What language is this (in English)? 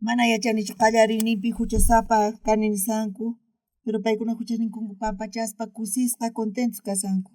South Bolivian Quechua